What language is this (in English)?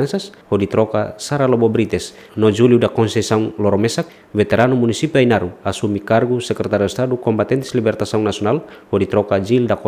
Tetum